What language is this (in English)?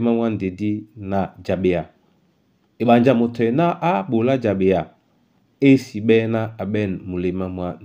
Duala